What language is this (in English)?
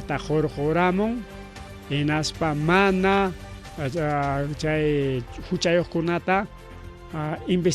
Ayacucho Quechua